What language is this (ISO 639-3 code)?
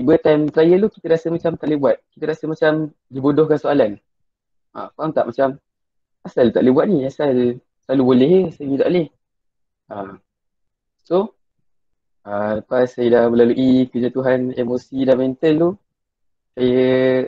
msa